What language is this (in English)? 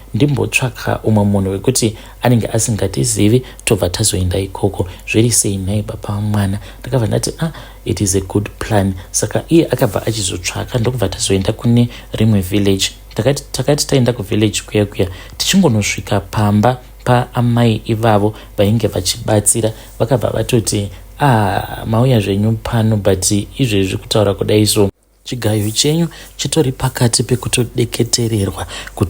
Shona